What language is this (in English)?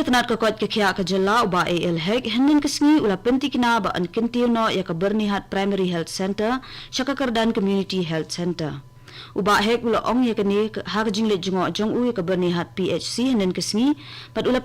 Khasi